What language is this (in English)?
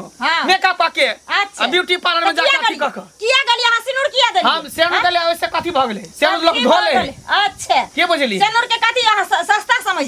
Maithili